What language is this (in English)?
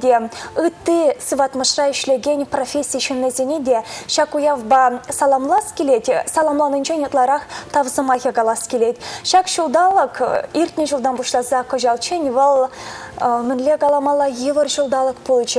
Chuvash